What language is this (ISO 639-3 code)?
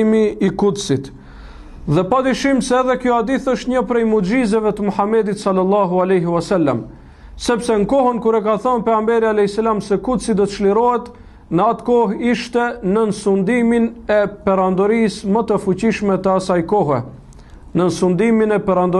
sqi